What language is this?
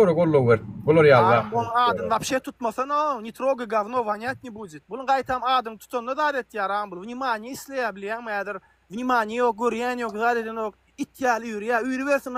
Turkmen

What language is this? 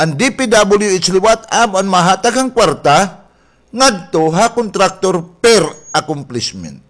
Waray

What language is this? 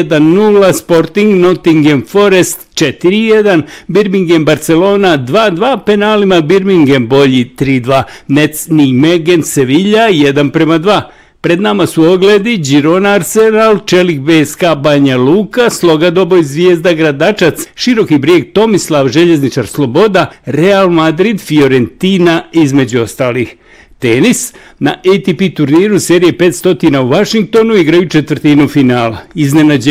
Bosnian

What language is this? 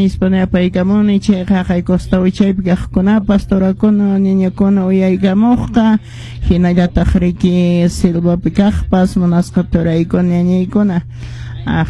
Quechua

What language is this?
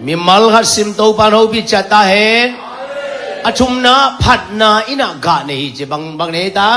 Tedim Chin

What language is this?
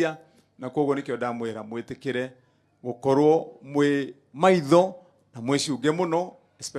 Kikuyu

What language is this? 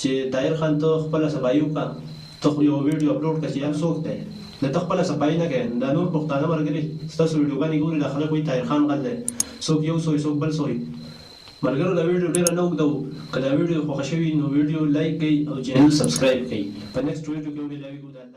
Pashto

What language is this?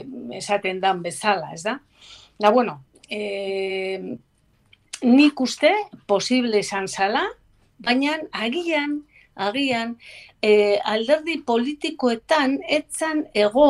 Basque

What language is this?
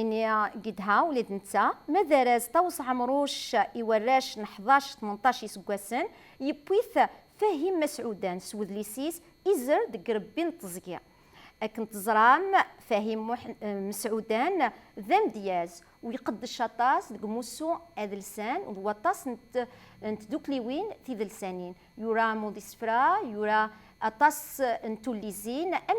Kabyle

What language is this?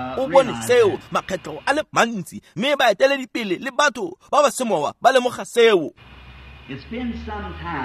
Tswana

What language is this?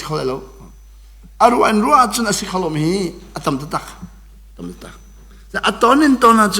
Hakha Chin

